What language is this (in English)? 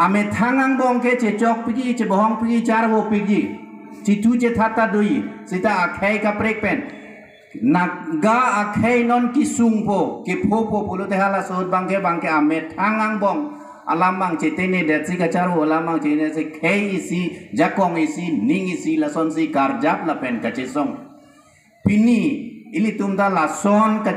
Karbi